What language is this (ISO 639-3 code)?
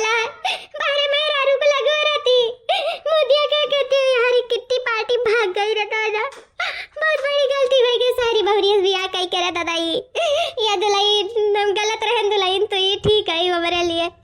awa